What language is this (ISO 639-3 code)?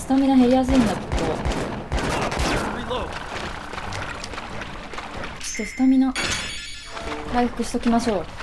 jpn